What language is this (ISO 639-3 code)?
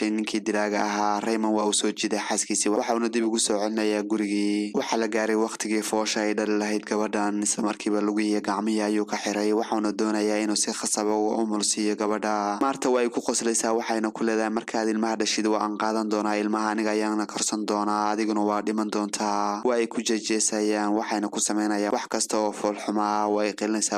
som